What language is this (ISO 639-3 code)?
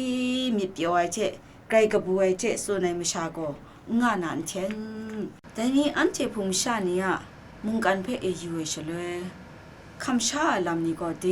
kac